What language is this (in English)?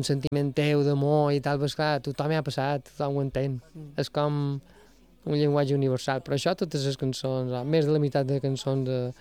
Catalan